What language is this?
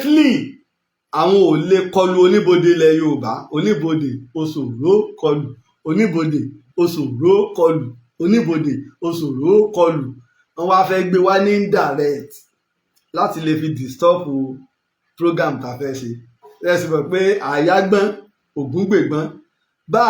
Yoruba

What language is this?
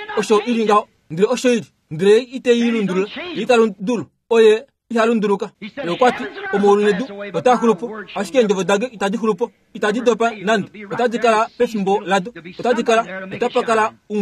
Kuanyama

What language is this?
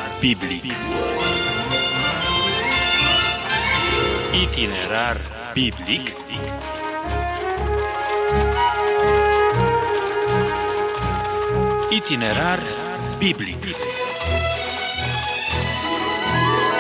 Romanian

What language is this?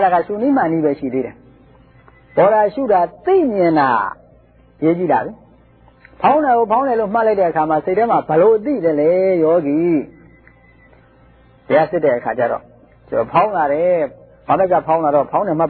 Burmese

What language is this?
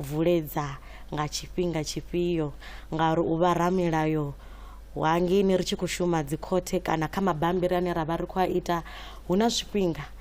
Venda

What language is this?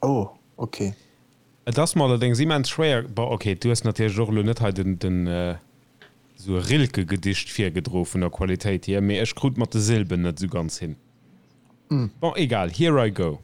Luxembourgish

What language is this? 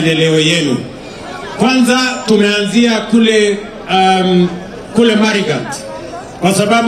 Swahili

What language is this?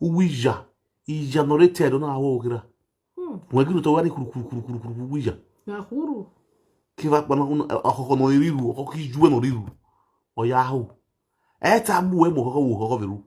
Nigerian Pidgin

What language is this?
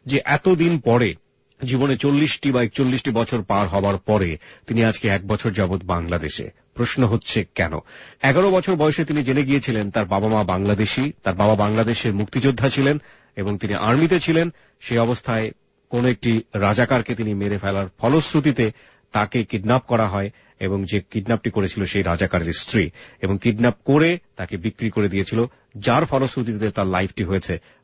Bangla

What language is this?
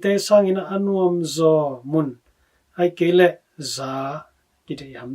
Tedim Chin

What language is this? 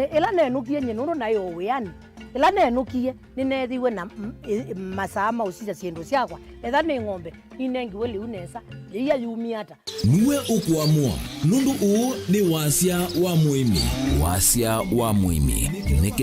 Kamba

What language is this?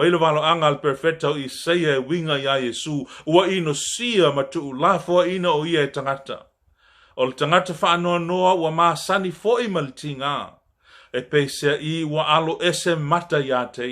Samoan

